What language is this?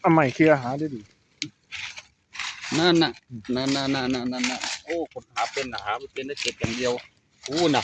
Lao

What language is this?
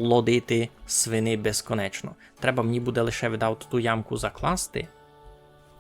Rusyn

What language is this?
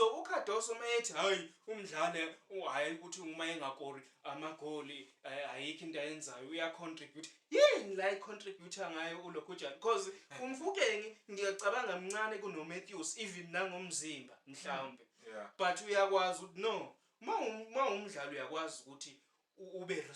Zulu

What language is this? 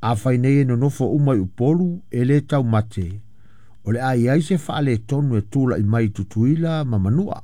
Samoan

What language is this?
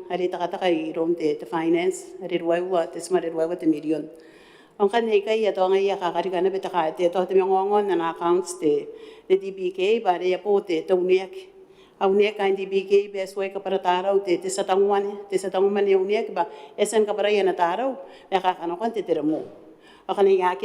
Gilbertese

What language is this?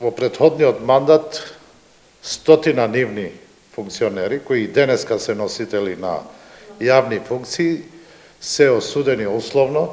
Macedonian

